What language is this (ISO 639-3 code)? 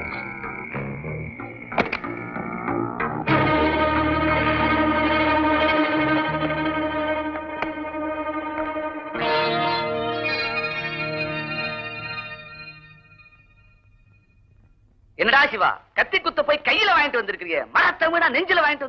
tam